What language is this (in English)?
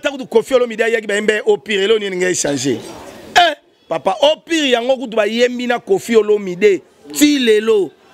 Lingala